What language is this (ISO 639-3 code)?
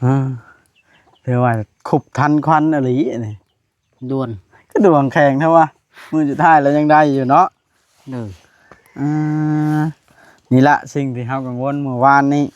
lao